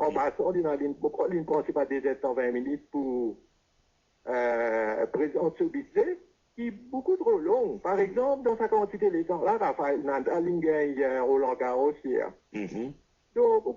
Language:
Morisyen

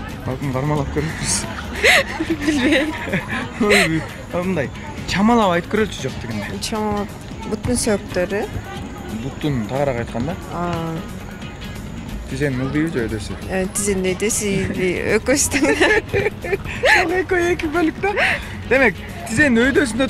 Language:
Kyrgyz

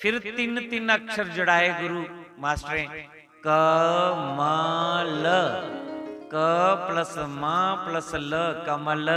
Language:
Dogri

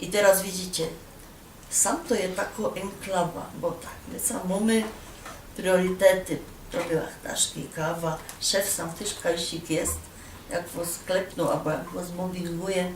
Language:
Silesian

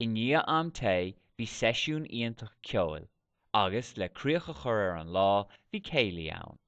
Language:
Irish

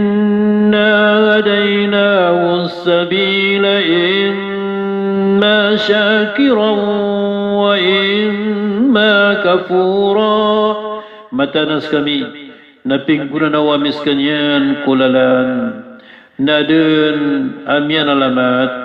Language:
Maranao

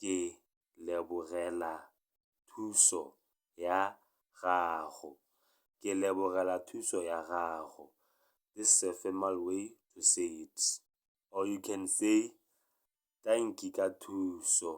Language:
Tswana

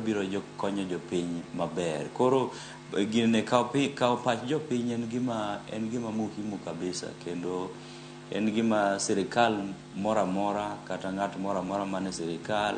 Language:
Luo (Kenya and Tanzania)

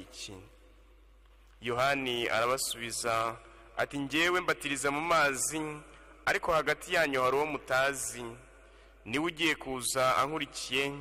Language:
Kinyarwanda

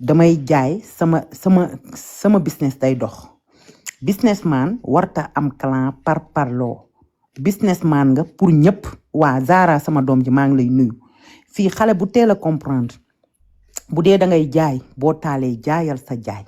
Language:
Wolof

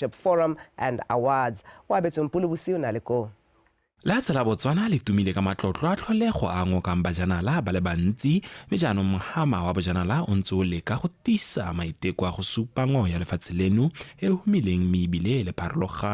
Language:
Tswana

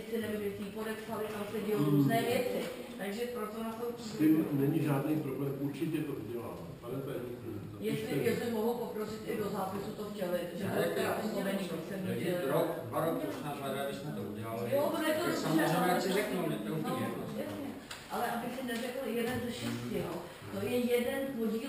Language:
Czech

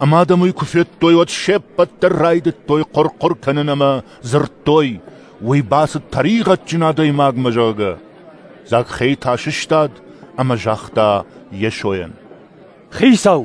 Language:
Ossetic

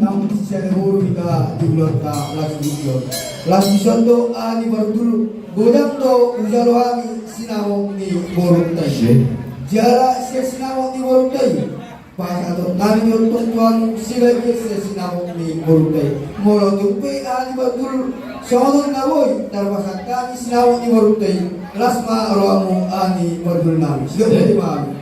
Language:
Batak Toba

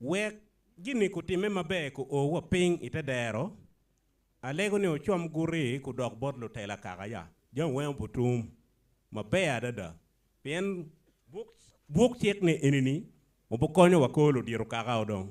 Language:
Acoli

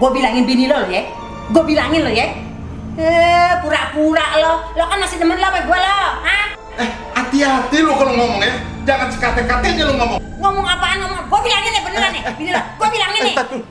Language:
Betawi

